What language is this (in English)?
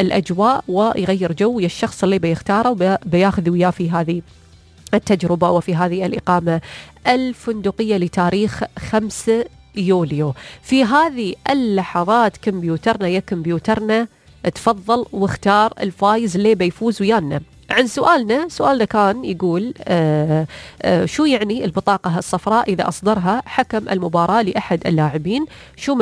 Najdi Arabic